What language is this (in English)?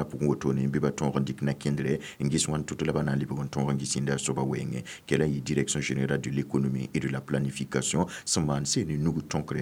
Mossi